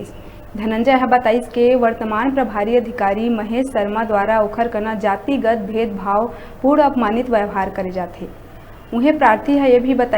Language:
Chhattisgarhi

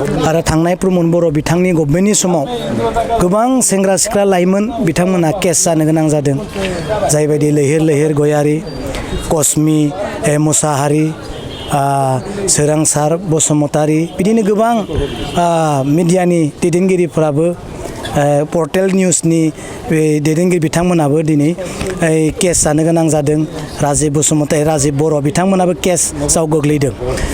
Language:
Bodo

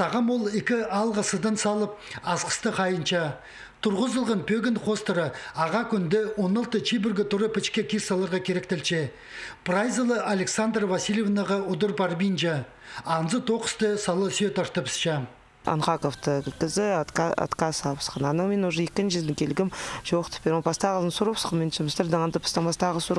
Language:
Khakas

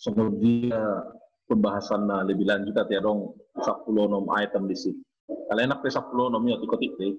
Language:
Batak Toba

